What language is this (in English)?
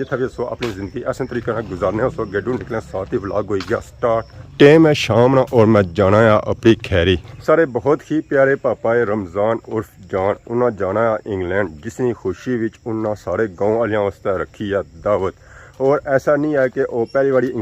Pahari-Potwari